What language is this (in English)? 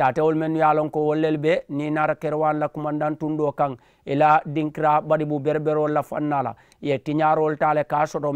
Mandingo